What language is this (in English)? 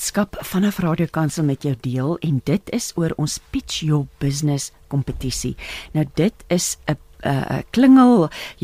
Afrikaans